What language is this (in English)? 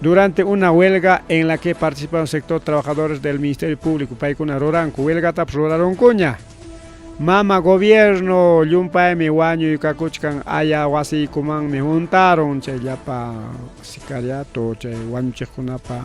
Ayacucho Quechua